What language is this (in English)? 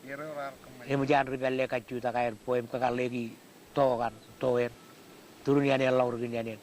Marshallese